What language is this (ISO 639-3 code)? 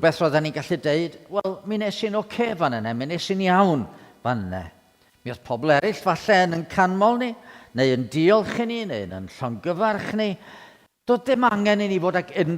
cym